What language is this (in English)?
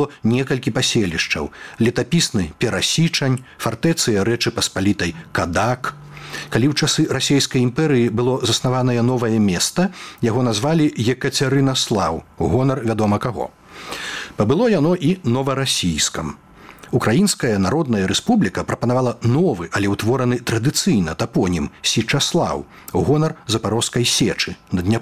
Belarusian